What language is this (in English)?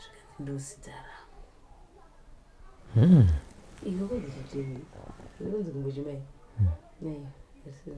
Shona